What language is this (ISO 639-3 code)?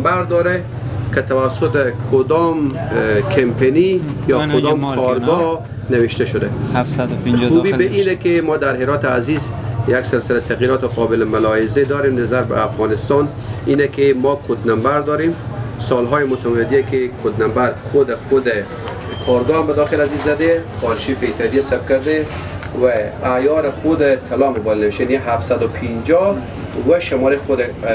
fas